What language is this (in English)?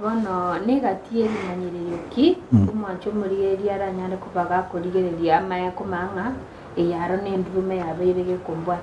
Gusii